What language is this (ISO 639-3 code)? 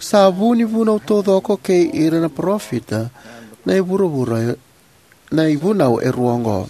fij